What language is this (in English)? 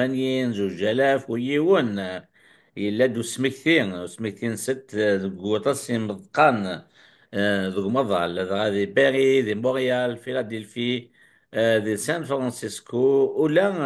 Kabyle